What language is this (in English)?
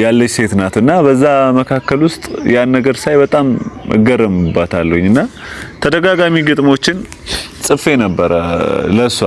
Amharic